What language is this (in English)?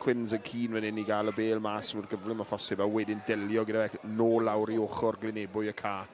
Welsh